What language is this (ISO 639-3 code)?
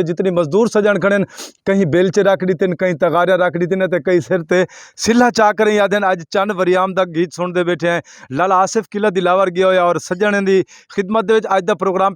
skr